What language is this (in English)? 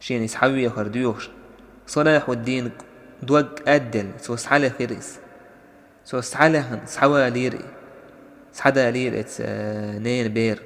Chechen